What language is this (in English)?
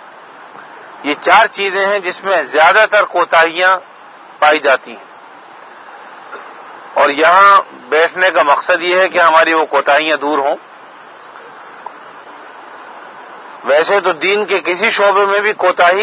Urdu